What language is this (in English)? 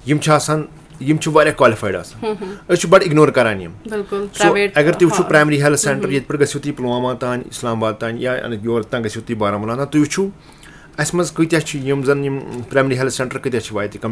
Kashmiri